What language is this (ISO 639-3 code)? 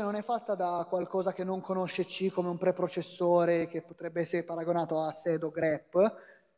ita